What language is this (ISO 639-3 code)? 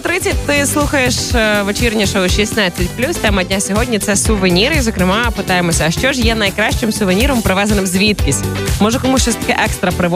ukr